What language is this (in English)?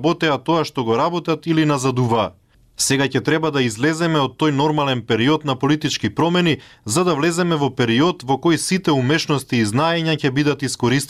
Macedonian